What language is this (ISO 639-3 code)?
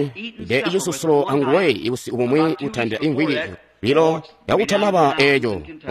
toi